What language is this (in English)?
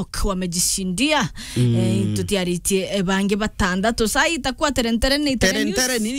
Meru